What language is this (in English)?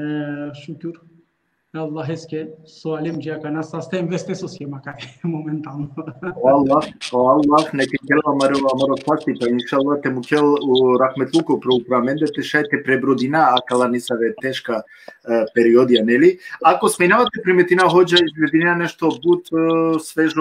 Balkan Romani